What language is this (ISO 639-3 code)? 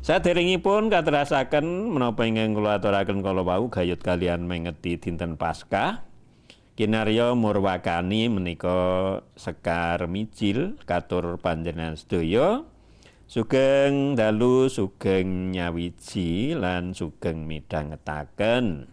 jav